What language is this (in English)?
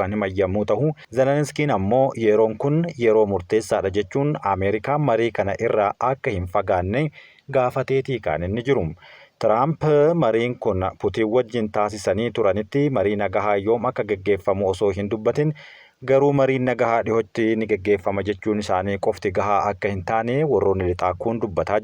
Oromo